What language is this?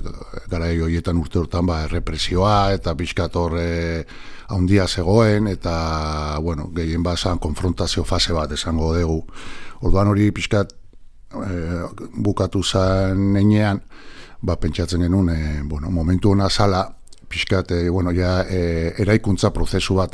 Basque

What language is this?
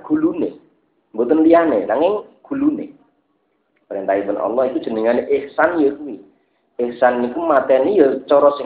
Javanese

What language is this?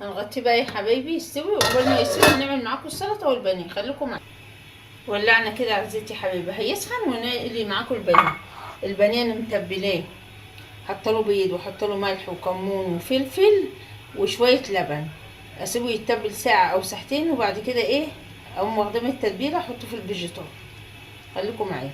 Egyptian Arabic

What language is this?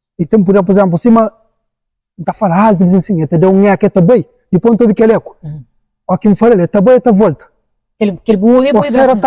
Kabuverdianu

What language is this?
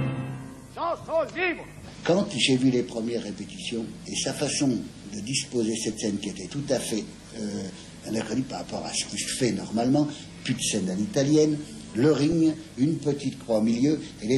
French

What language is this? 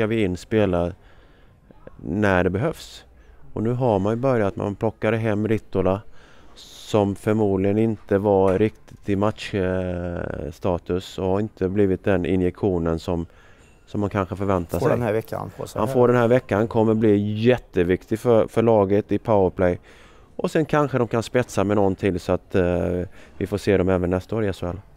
Swedish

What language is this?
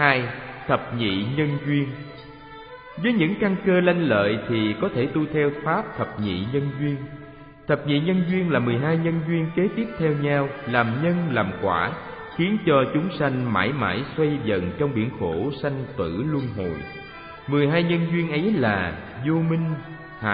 Vietnamese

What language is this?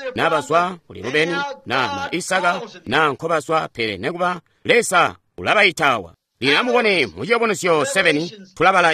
Tonga (Zambia)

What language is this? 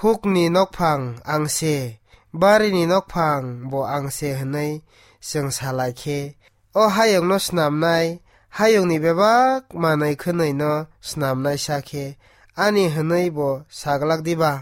Kok Borok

